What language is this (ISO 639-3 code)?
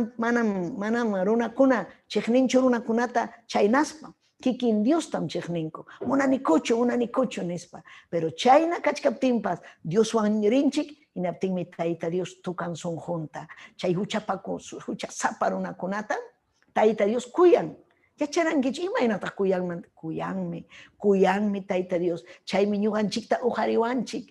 quy